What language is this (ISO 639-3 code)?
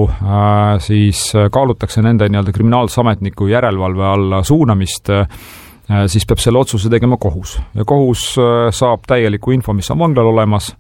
est